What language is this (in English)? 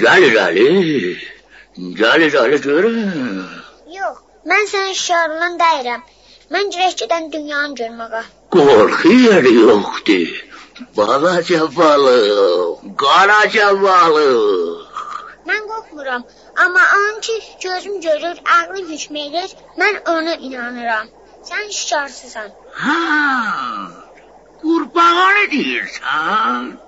South Azerbaijani